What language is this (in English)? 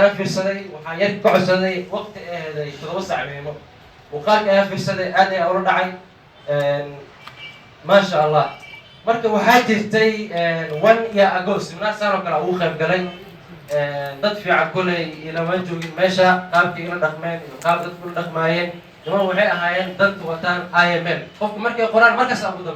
Somali